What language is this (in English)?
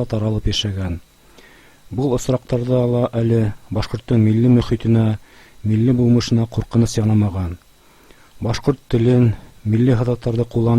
Bashkir